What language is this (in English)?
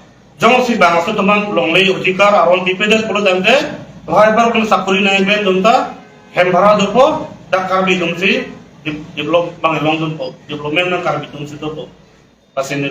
Karbi